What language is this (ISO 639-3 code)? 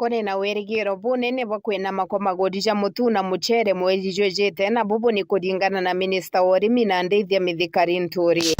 mer